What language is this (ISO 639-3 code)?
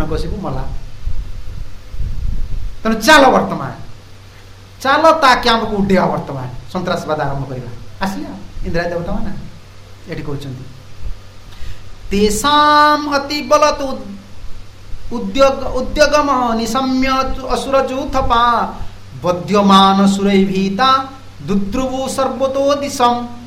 ori